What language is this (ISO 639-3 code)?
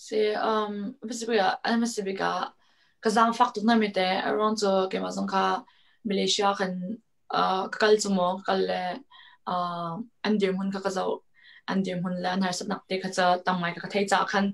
cnh